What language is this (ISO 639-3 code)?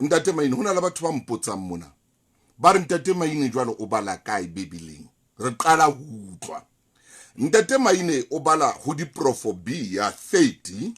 sot